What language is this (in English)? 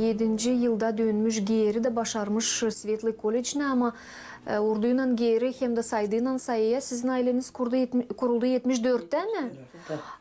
Gagauz